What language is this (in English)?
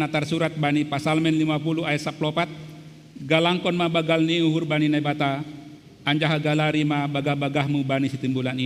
Batak Simalungun